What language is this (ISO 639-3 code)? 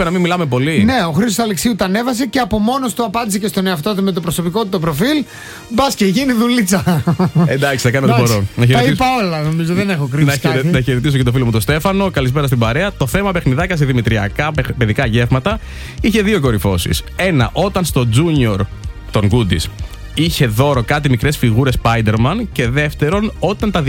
ell